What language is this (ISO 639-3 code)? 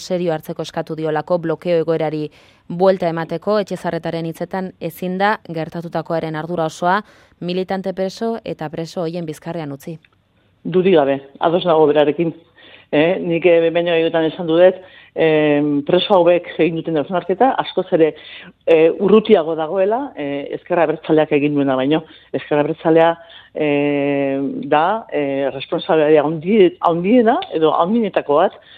eus